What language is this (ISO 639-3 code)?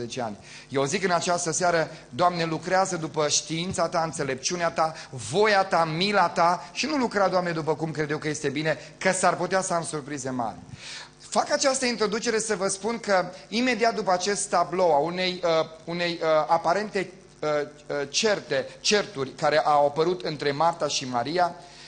ron